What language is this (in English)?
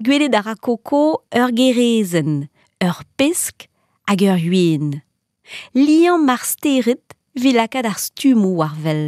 Breton